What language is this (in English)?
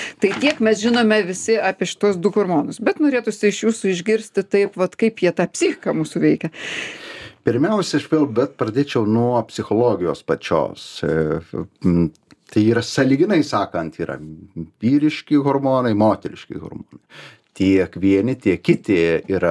Lithuanian